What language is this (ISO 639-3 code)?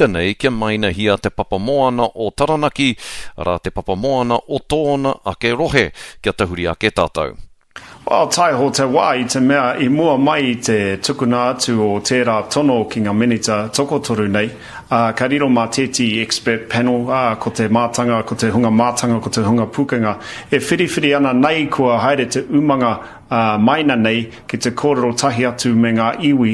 mri